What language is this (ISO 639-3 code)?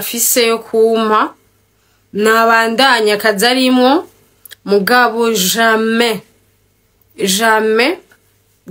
run